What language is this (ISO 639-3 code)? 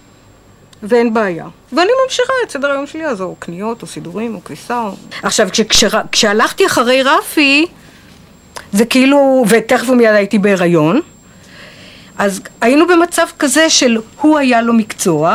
heb